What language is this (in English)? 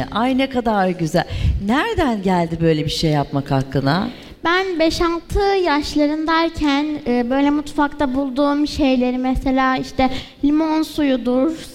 Turkish